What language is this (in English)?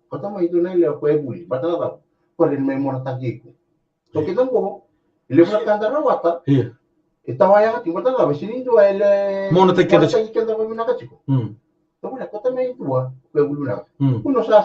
Fijian